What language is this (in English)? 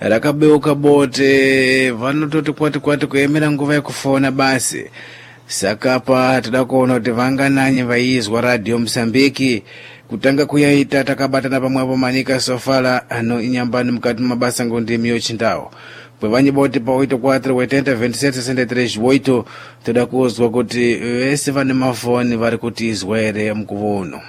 Sena